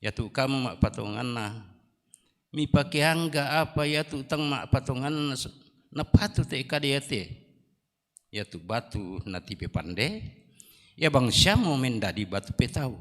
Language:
Toraja-Sa'dan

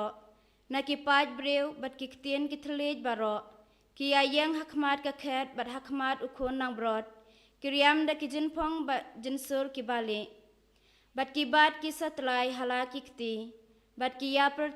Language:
Khasi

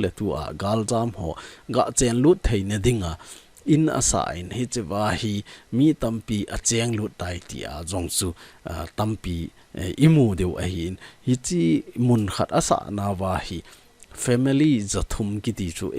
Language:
Thado Chin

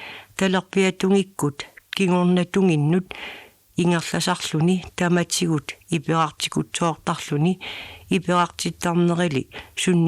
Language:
Kalaallisut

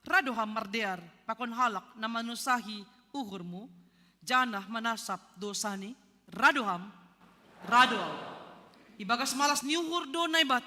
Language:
Batak Simalungun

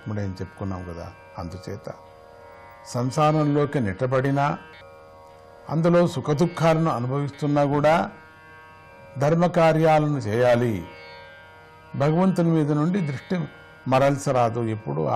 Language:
Telugu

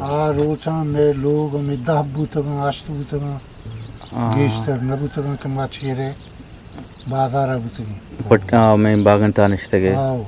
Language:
Eastern Balochi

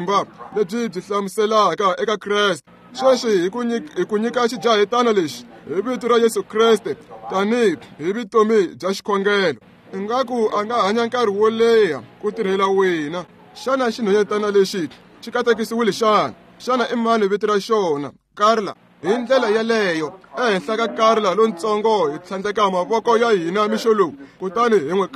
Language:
Tsonga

